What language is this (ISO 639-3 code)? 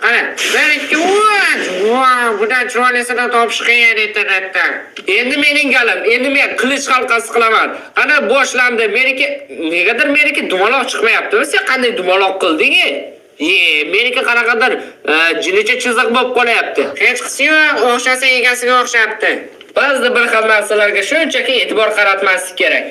uzb